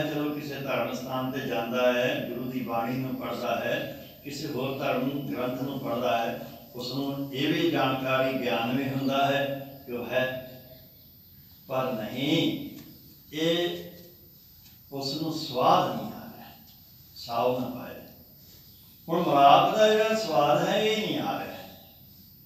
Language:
Punjabi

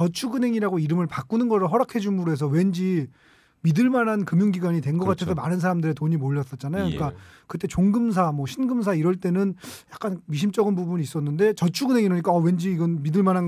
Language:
Korean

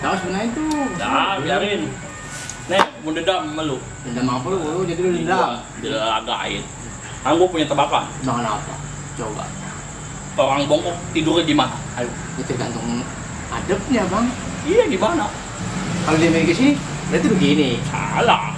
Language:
Betawi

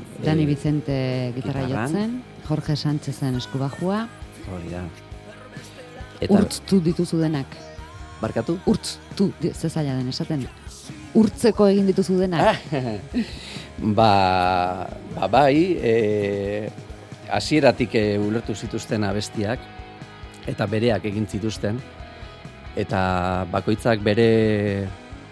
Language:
Basque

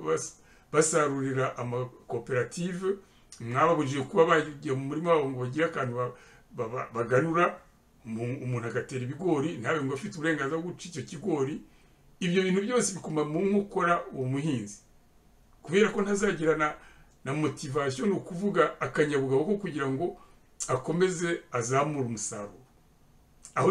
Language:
Kinyarwanda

